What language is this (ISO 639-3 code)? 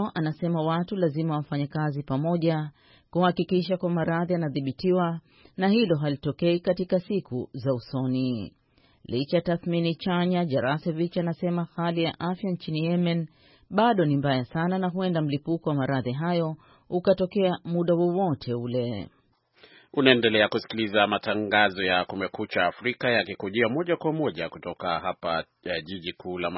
swa